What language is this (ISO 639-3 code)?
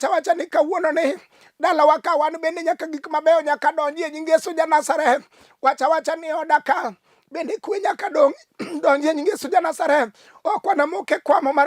luo